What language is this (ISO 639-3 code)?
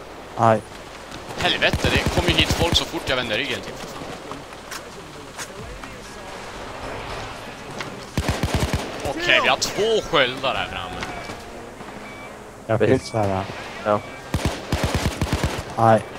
swe